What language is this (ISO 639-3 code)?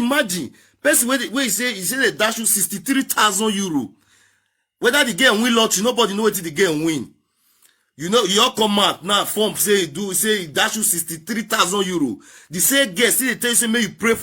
pcm